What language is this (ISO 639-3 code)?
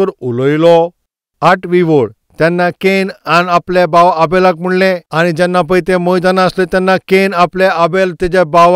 kok